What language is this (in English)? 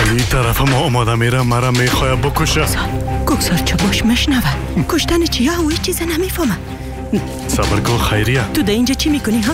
Persian